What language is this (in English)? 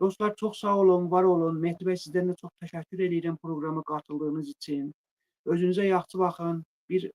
Azerbaijani